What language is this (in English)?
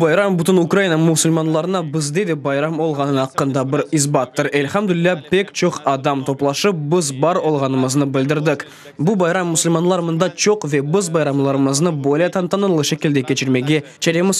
Crimean Tatar